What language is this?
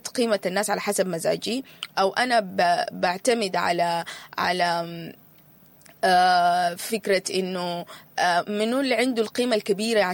Sudanese Arabic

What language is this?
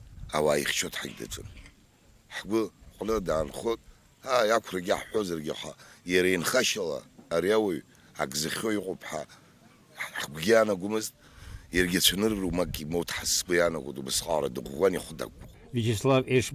Abkhazian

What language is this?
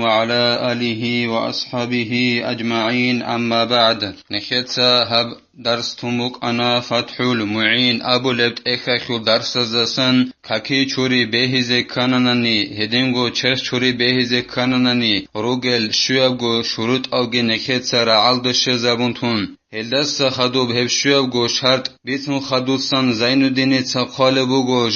Avaric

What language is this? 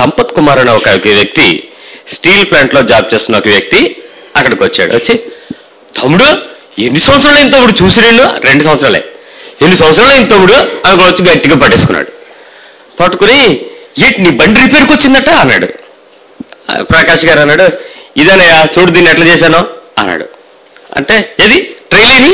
Telugu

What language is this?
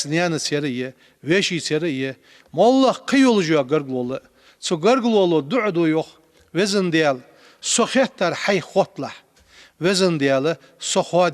Ingush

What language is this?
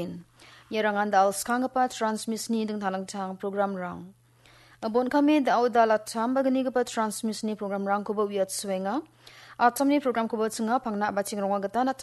Garo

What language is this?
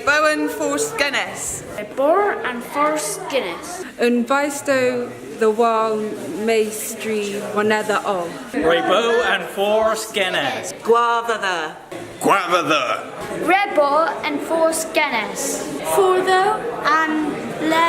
Cornish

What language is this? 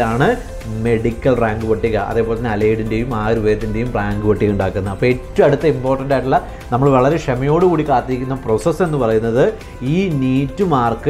Malayalam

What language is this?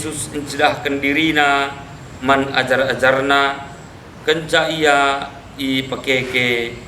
Batak Karo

